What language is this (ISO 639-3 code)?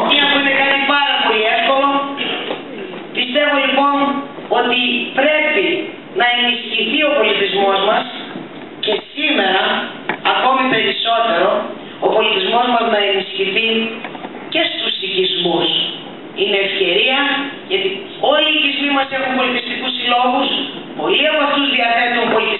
ell